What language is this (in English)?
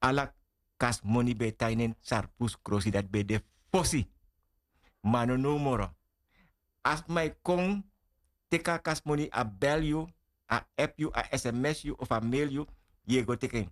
Sranan Tongo